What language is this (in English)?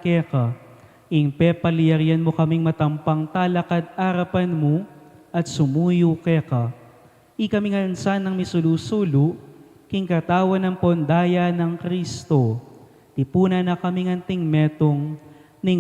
Pampanga